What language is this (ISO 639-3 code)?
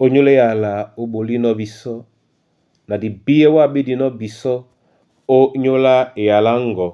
dua